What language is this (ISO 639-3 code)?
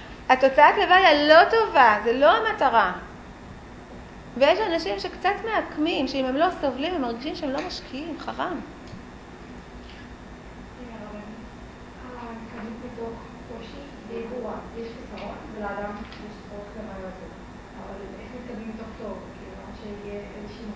heb